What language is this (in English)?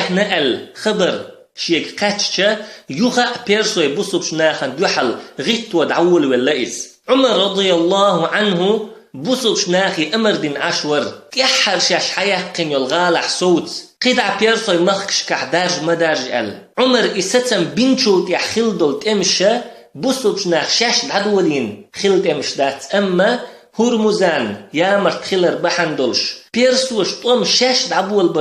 Chechen